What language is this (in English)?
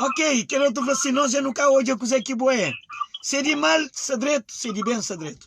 Kabuverdianu